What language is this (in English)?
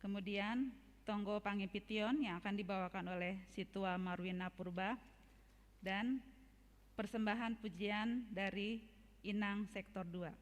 Batak Simalungun